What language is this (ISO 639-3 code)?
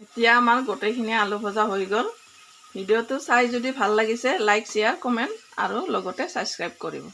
asm